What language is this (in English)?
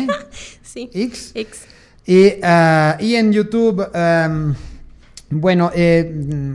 Spanish